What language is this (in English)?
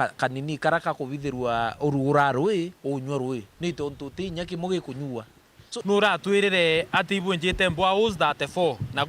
Meru